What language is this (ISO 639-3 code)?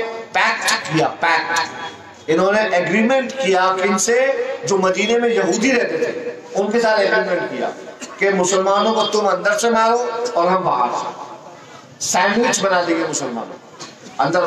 urd